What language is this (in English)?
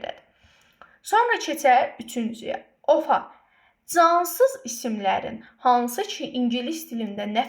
Azerbaijani